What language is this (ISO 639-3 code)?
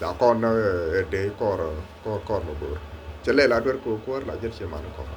nus